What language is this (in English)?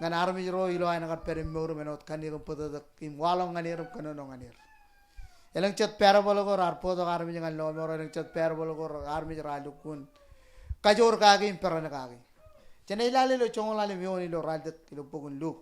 Marshallese